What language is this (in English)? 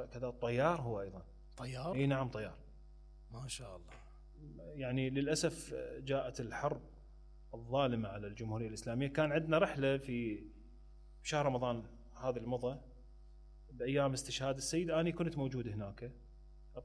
Mesopotamian Arabic